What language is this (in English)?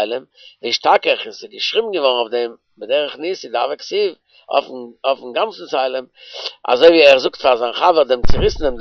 Yiddish